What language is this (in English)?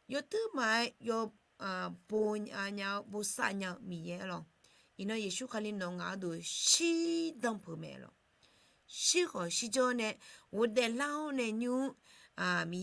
Akha